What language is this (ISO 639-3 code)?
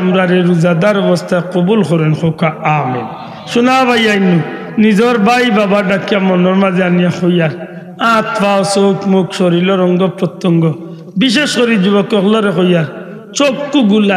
syl